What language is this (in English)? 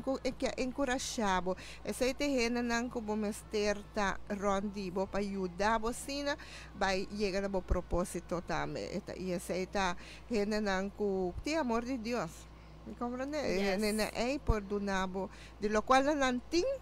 Papiamento